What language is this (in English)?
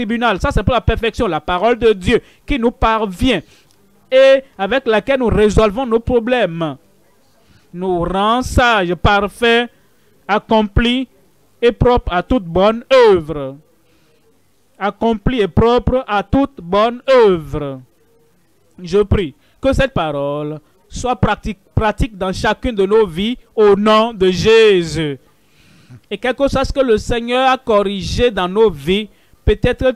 French